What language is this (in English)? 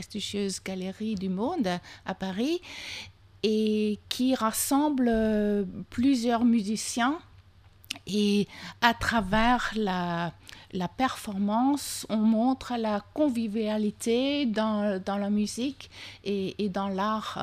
French